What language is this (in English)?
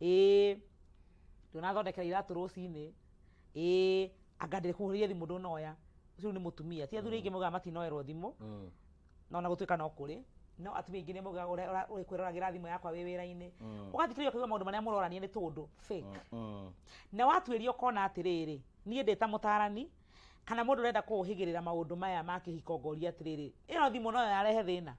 Kikuyu